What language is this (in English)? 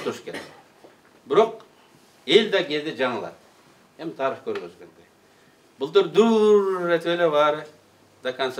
Kyrgyz